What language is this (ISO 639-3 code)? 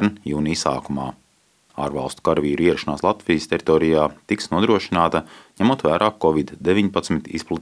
lav